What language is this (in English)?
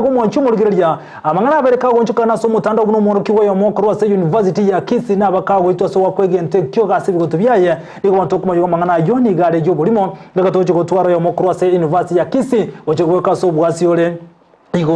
Gusii